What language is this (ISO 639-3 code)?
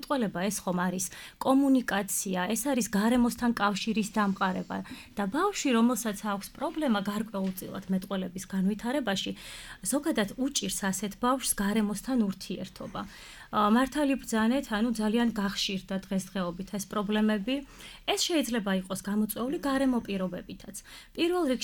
kat